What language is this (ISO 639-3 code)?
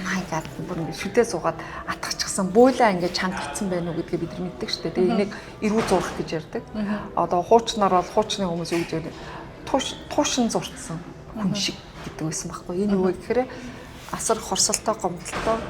mon